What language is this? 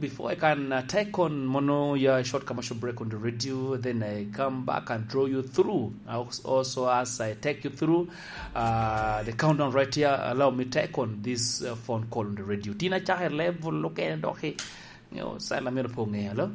Lango (Uganda)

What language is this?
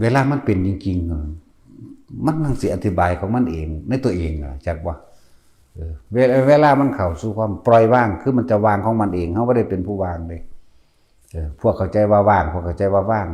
Northeastern Thai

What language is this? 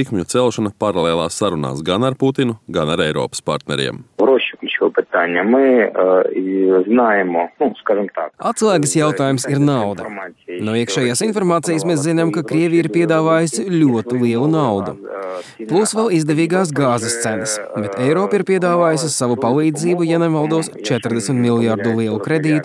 Latvian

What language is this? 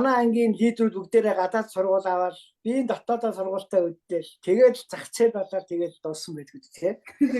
Mongolian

